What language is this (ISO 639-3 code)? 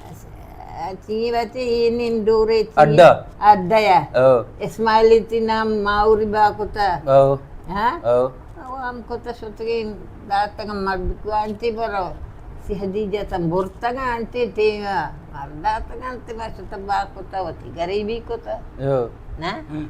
bal